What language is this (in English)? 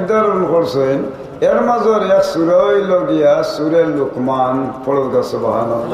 Sylheti